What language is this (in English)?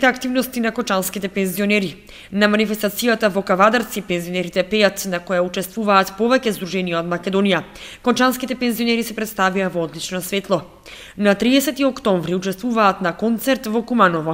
Macedonian